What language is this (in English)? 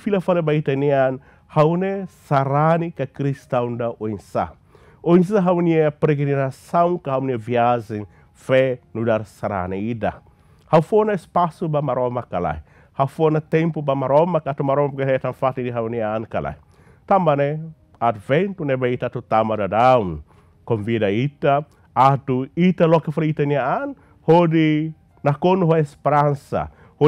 Tetum